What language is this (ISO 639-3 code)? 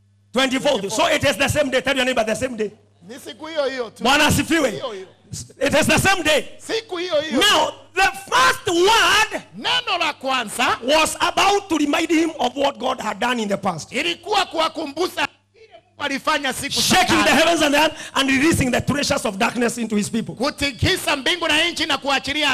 swa